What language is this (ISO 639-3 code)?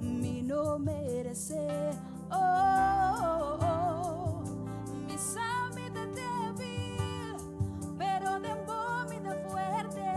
pap